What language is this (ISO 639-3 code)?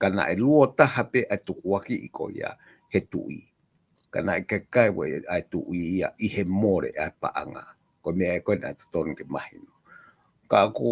ton